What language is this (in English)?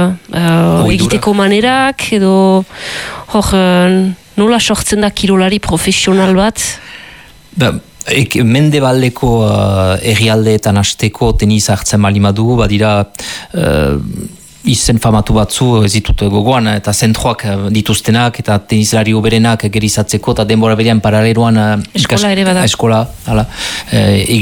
Basque